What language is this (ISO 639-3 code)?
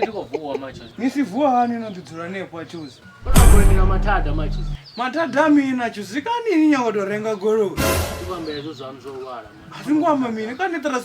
ven